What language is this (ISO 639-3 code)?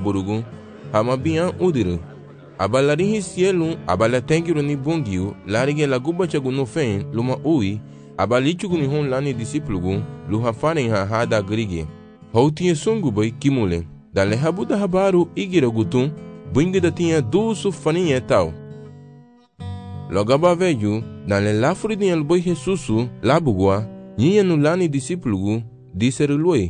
cab